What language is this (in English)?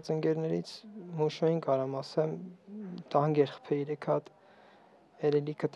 Armenian